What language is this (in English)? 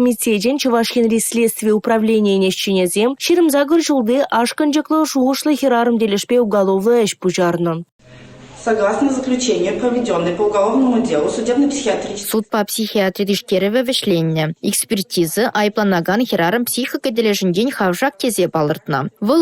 Chuvash